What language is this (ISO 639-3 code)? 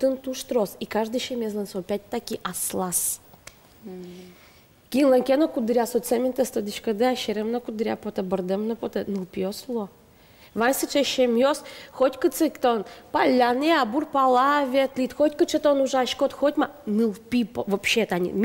udm